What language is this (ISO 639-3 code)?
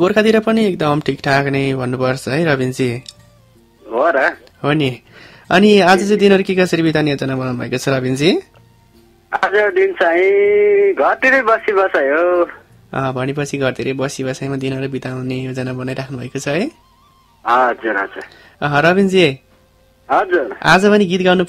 nep